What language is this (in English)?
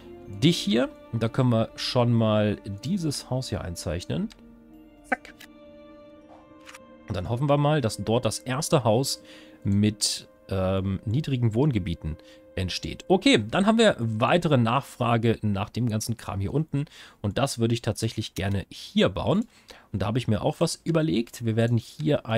German